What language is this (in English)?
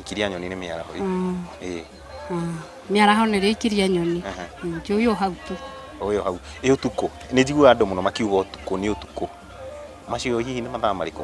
Kikuyu